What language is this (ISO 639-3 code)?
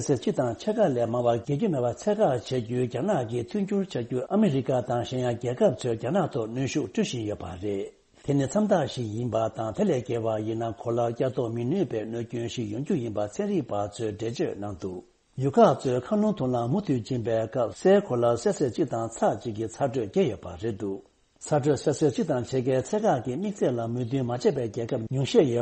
bod